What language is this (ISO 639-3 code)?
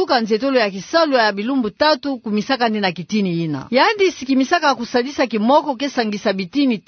ktu